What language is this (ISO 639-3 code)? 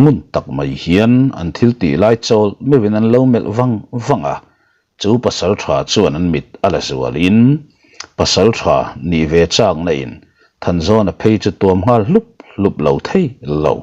lus